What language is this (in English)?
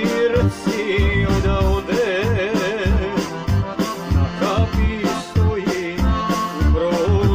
Croatian